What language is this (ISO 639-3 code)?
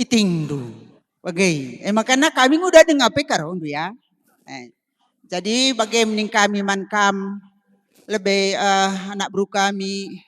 btx